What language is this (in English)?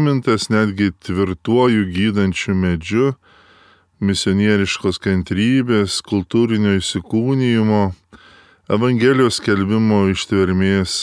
Lithuanian